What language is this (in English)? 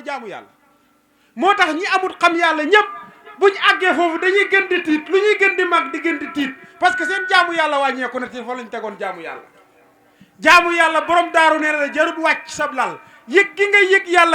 Wolof